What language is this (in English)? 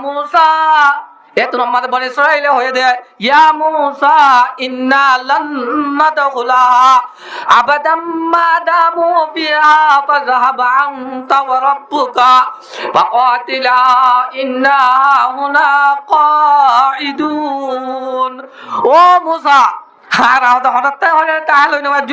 Rohingya